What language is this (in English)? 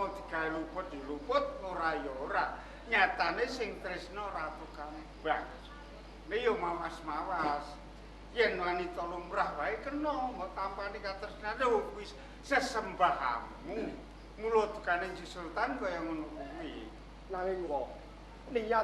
Javanese